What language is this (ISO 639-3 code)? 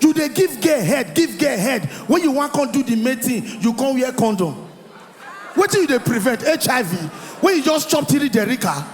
pcm